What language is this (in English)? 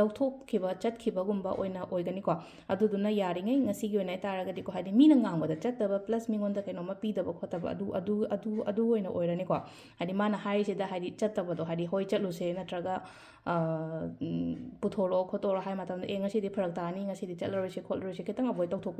Manipuri